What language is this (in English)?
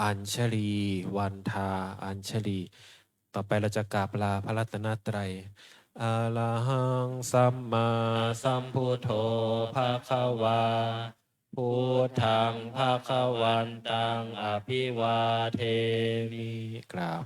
Pali